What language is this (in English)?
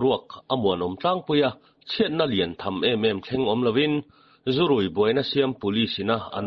Mizo